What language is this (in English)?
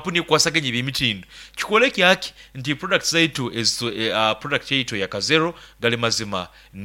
Nyoro